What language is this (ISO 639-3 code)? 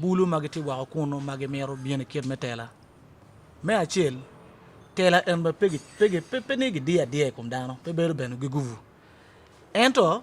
ach